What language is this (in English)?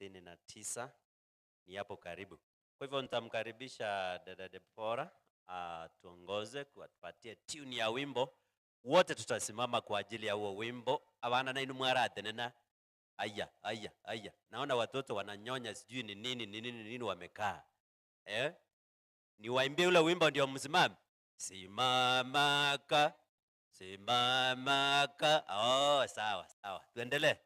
Gusii